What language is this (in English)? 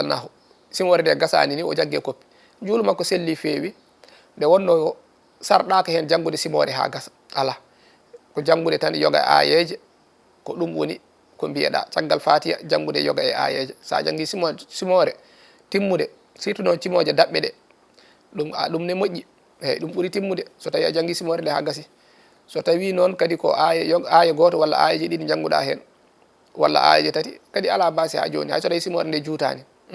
Fula